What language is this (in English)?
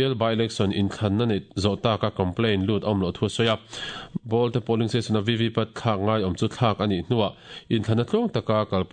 Mizo